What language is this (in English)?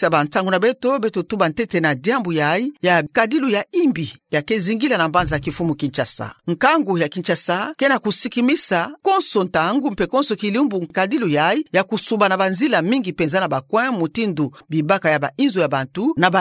Kituba (Democratic Republic of Congo)